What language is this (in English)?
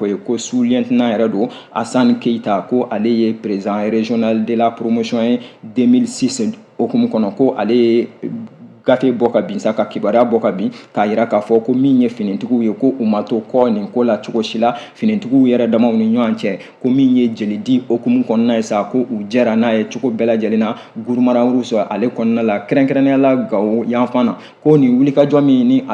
Bambara